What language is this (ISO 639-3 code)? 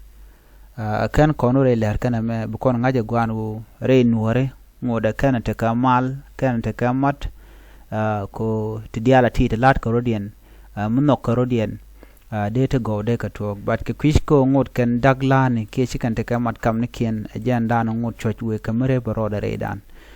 nus